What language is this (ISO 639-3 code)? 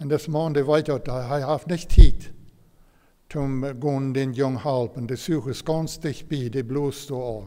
pdt